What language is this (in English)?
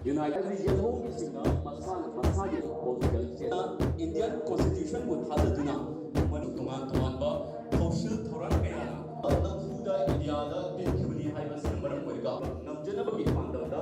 Manipuri